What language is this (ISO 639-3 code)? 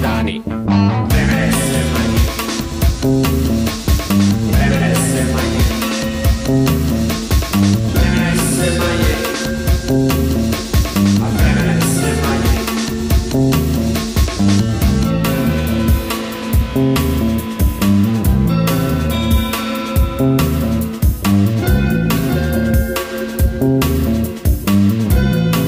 srp